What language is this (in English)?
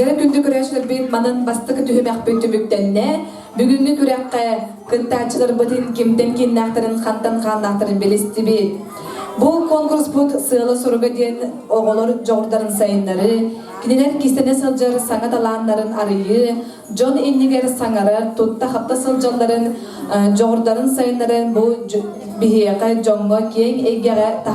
Yakut